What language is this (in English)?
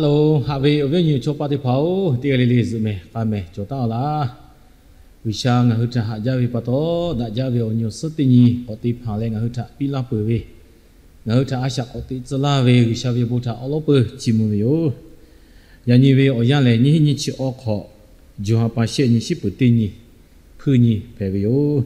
Lahu